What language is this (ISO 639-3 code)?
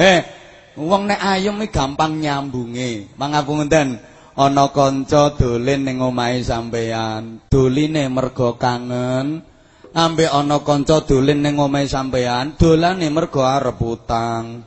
jav